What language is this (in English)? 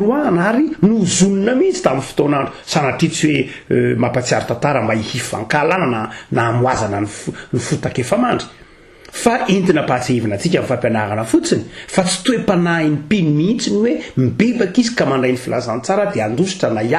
Malagasy